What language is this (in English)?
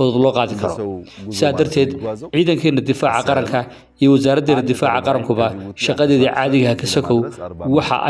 Somali